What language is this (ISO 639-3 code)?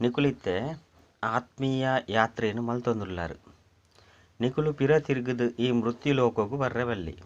tcy